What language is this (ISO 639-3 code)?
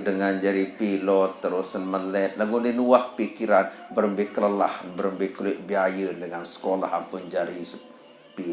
sas